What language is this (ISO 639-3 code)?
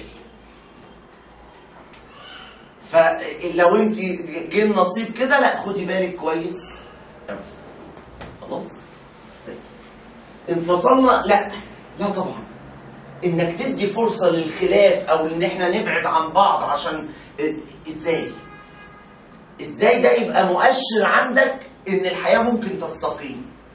arz